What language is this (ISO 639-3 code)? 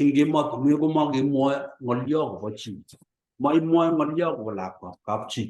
kln